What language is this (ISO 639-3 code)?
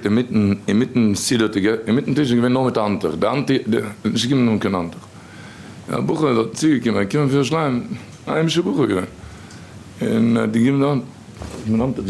yid